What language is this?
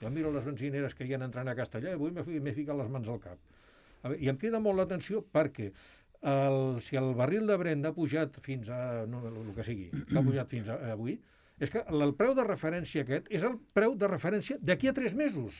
Catalan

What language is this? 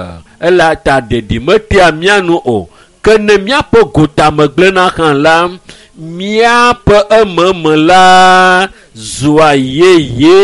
Ewe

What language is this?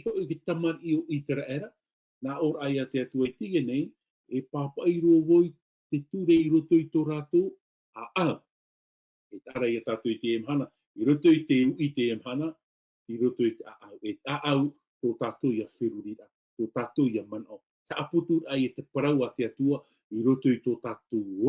Tahitian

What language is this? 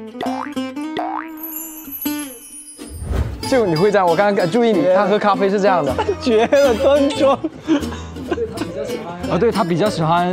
Chinese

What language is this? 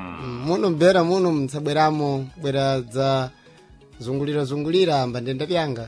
Sena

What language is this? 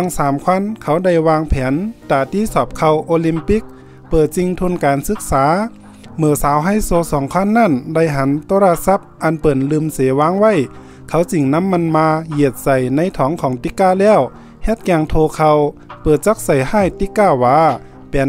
Shan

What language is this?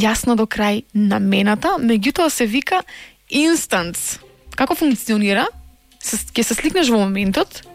Macedonian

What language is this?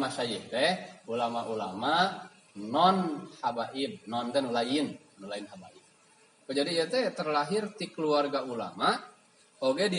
Sundanese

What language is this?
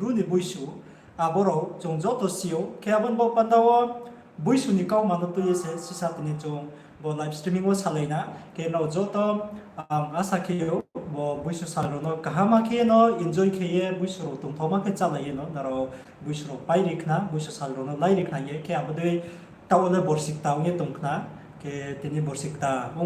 Riang (India)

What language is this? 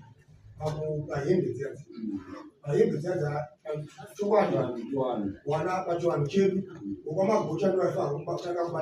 Shona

